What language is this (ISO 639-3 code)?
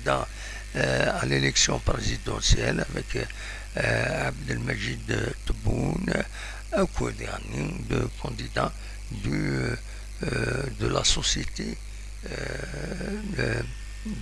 kab